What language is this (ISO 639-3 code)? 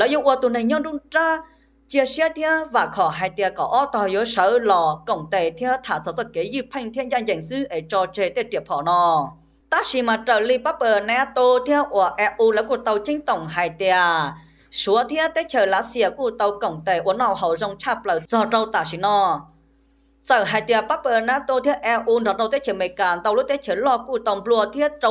hmn